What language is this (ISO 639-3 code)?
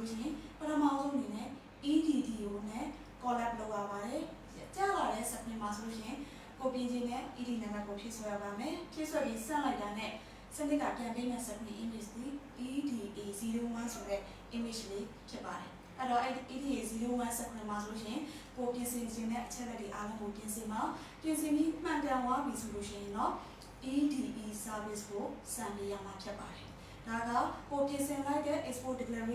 mya